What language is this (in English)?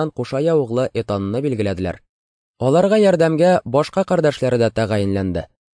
Tatar